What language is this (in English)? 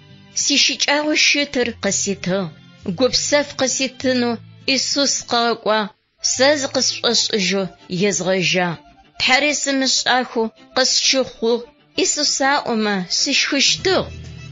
Adyghe